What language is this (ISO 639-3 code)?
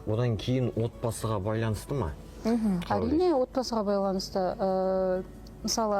kaz